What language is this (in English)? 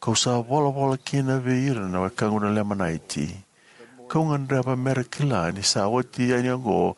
Fijian